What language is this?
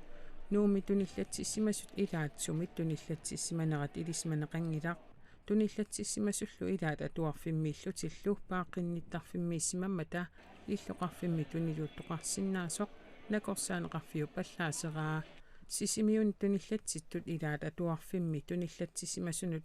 Kalaallisut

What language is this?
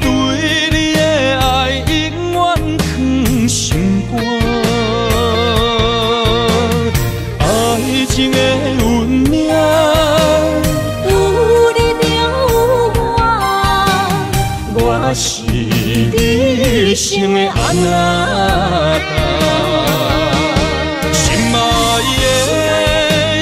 Min Nan Chinese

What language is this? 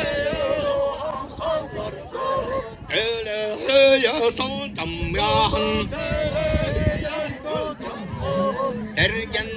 Yakut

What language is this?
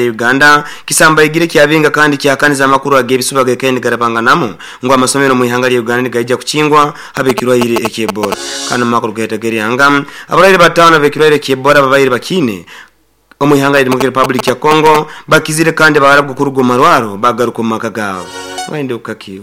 Nyoro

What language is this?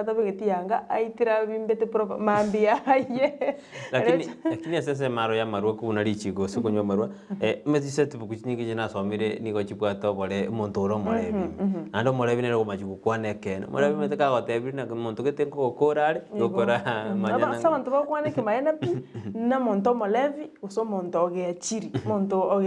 Gusii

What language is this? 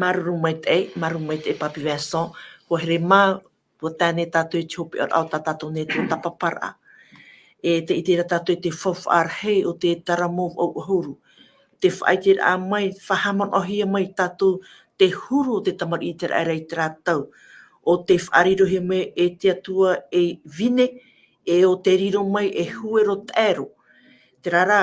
Tahitian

